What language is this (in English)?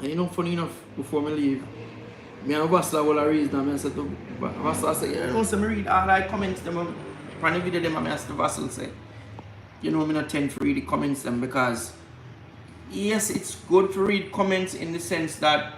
Jamaican Creole English